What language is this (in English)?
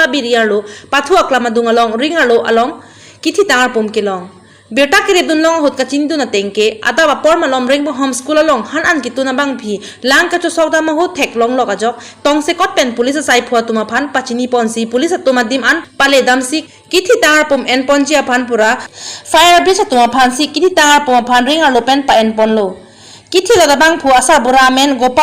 Karbi